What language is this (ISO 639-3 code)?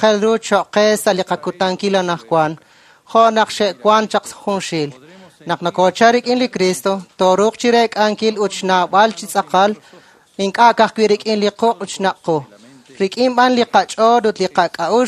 kek